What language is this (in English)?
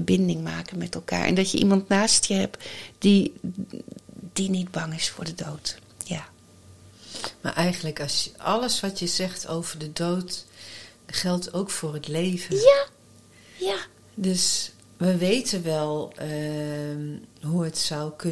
Dutch